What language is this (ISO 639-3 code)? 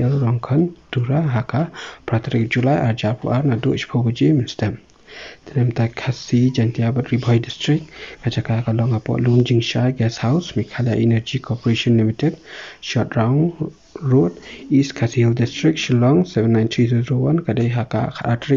kha